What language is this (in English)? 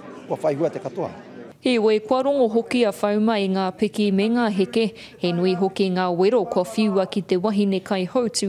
Māori